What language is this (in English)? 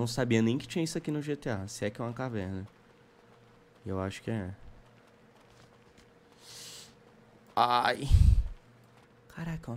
Portuguese